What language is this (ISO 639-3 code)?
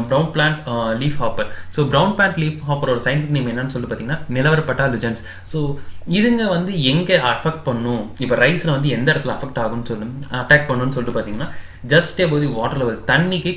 tam